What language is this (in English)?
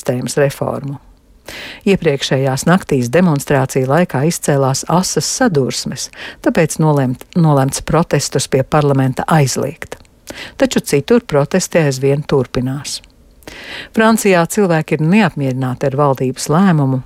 Latvian